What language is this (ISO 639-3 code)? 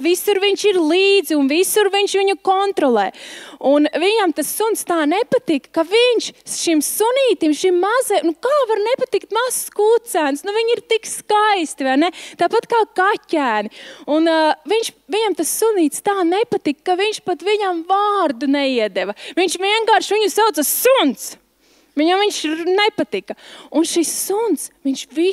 lav